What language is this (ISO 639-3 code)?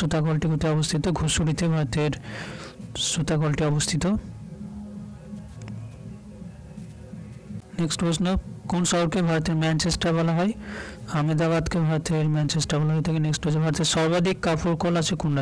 ben